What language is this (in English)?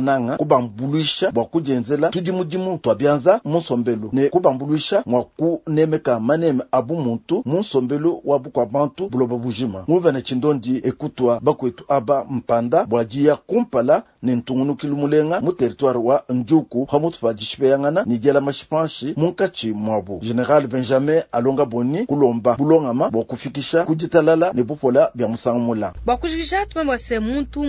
Luba-Lulua